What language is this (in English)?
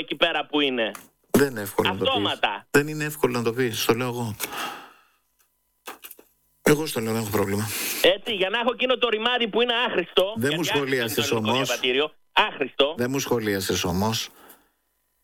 Greek